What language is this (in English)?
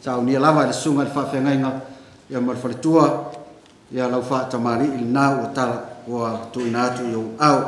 Samoan